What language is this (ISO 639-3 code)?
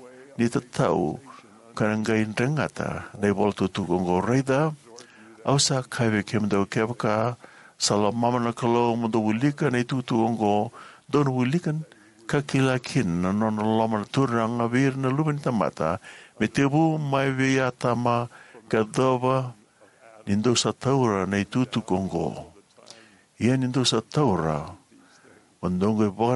fij